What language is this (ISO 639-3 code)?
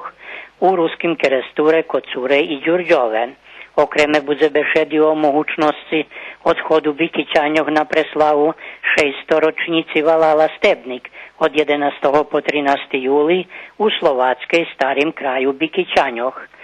rue